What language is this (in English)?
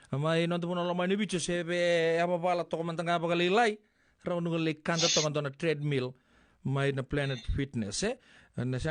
Fijian